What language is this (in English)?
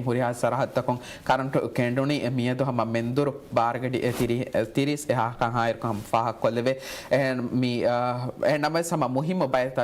Divehi